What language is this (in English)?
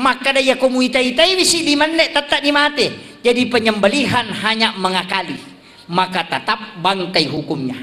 Buginese